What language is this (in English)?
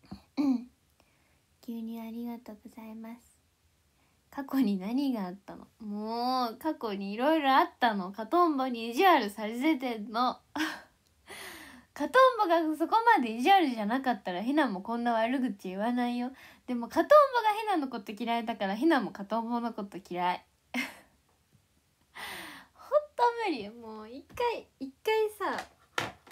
Japanese